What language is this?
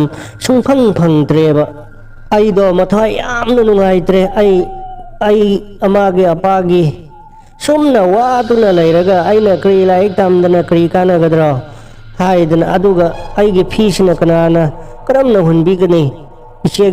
Manipuri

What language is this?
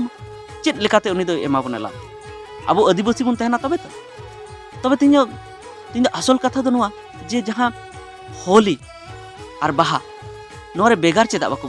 Santali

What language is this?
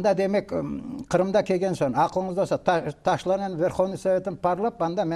Crimean Tatar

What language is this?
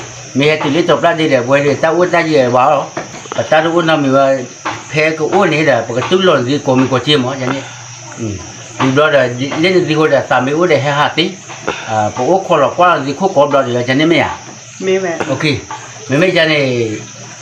S'gaw Karen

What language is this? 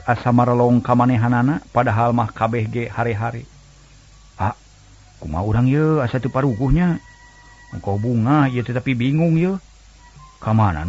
Sundanese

